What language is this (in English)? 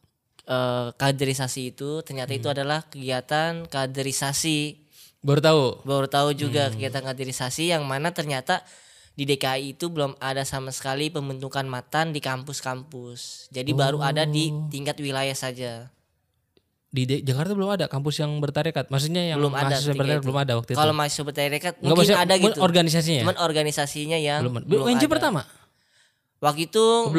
Indonesian